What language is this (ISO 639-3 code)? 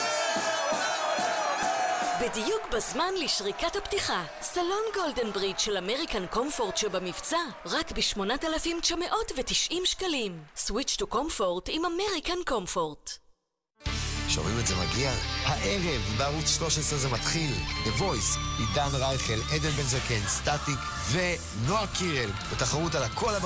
heb